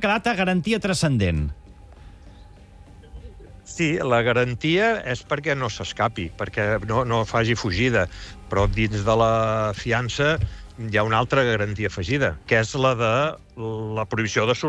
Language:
Catalan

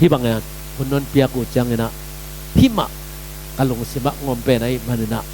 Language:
Tedim Chin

